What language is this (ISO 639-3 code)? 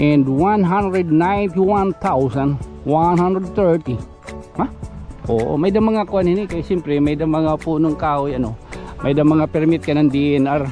war